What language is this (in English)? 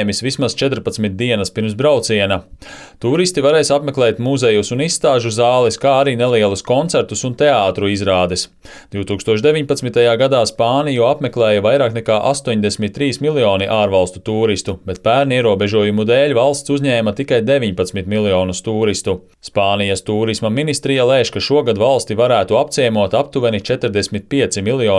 Latvian